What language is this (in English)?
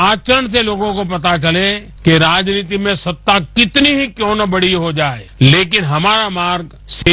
Hindi